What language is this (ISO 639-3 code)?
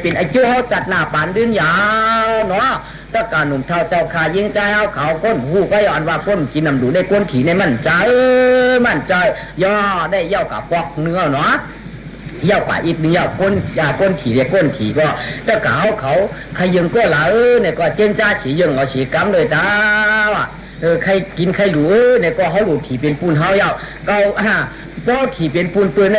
shn